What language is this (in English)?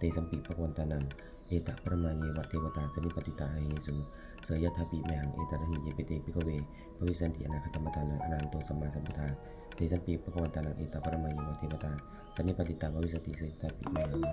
Pali